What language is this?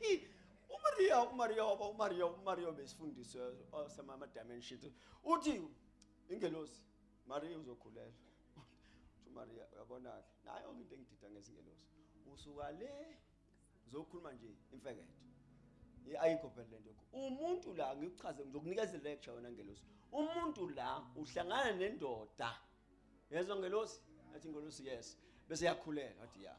Zulu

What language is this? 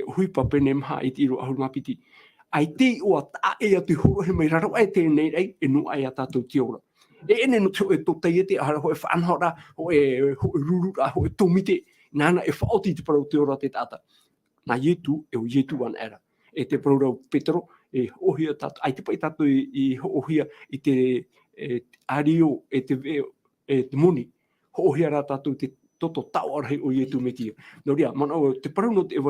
Tahitian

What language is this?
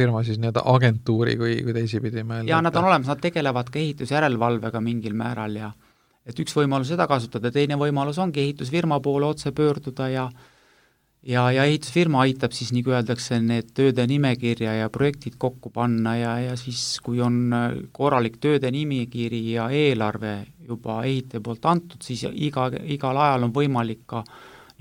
Estonian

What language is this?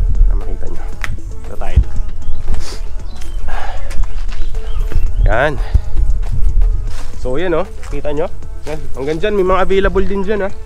Filipino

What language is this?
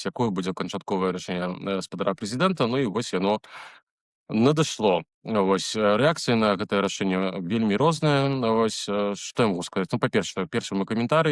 Belarusian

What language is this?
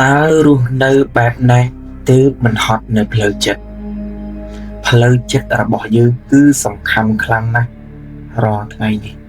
Khmer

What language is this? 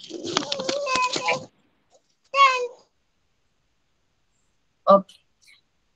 Malayalam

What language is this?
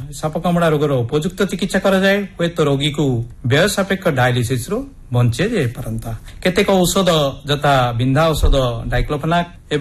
Odia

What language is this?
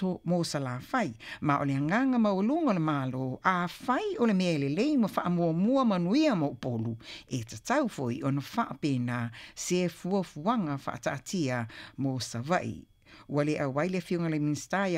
Samoan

